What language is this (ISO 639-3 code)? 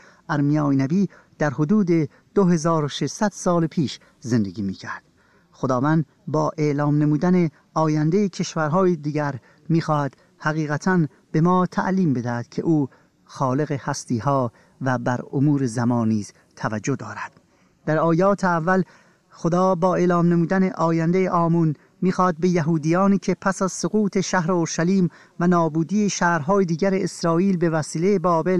fas